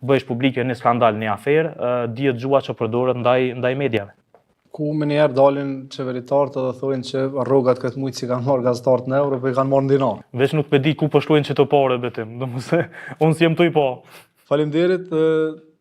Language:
Albanian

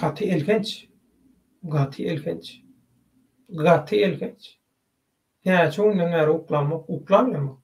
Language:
Turkmen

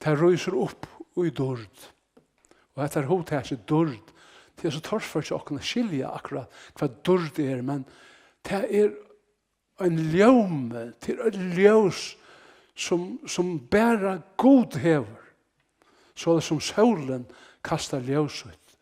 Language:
Faroese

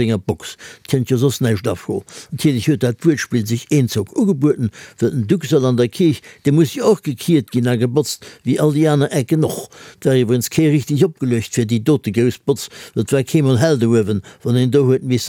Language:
Luxembourgish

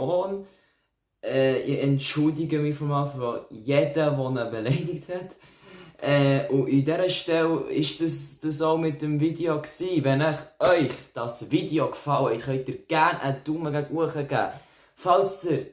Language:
Swiss German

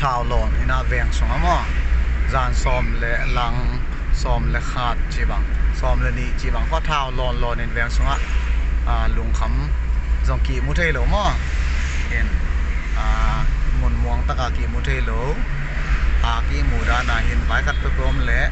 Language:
Paite Chin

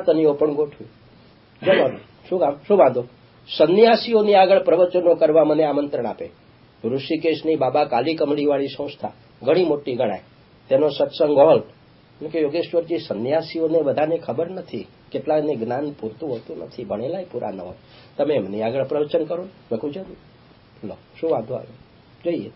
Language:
Gujarati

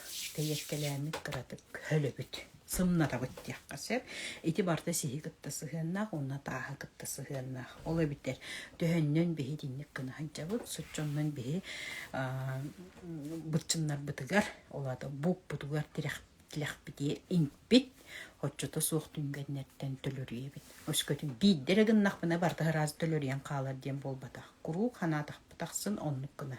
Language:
Yakut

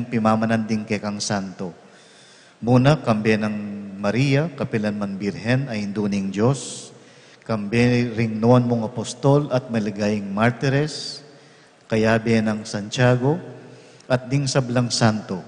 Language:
Pampanga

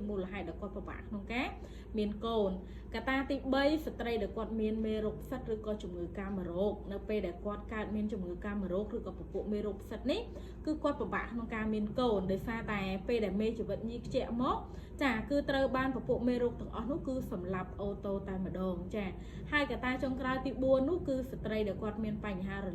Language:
Khmer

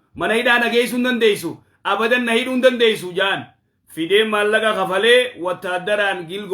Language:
Oromo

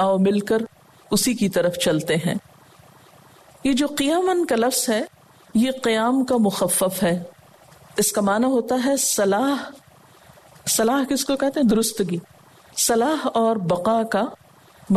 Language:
Urdu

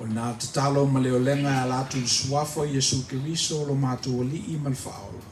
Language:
Samoan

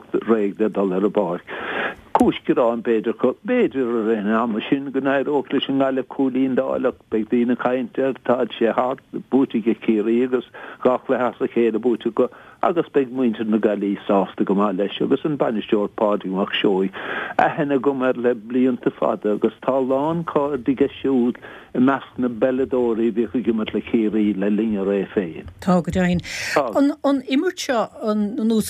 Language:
Irish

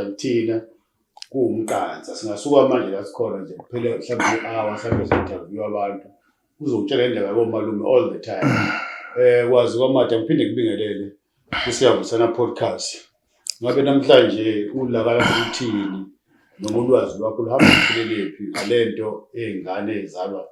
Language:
Zulu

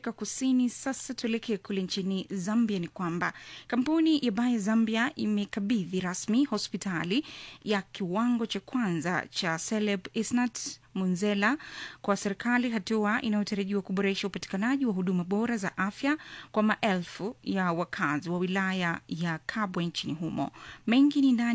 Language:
Swahili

